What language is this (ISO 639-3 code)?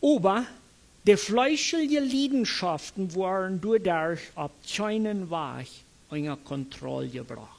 pdt